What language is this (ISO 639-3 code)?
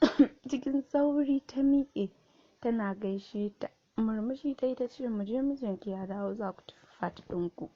hau